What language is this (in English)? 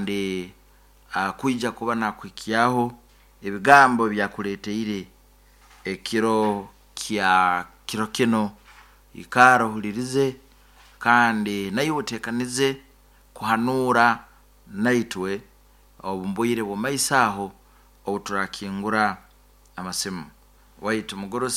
Nyankole